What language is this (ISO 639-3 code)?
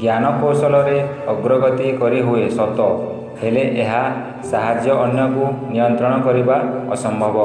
ori